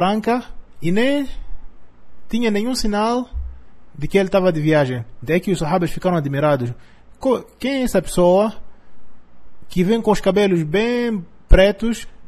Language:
Portuguese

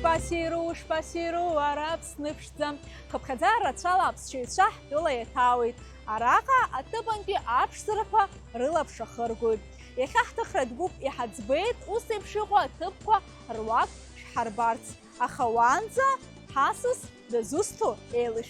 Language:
Abkhazian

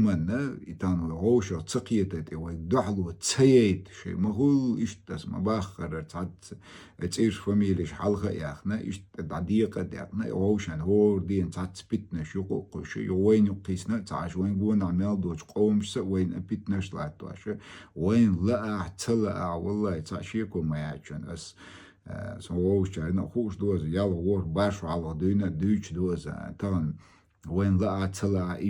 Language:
Chechen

